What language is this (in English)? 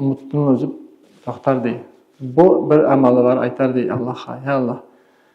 Kumyk